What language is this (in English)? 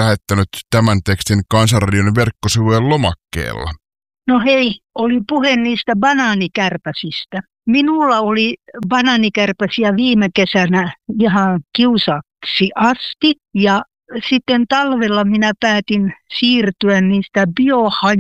Finnish